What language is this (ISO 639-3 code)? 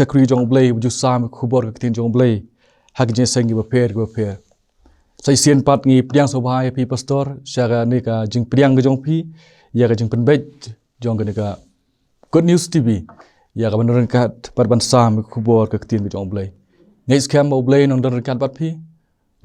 kha